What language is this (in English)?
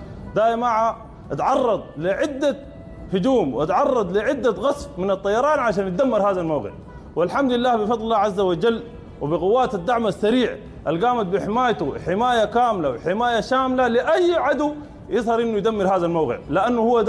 Sudanese Arabic